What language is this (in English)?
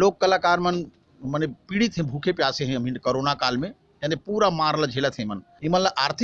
Chhattisgarhi